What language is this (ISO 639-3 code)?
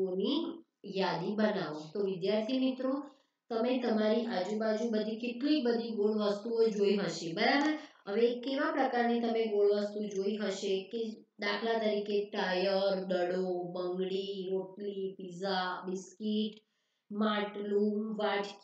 guj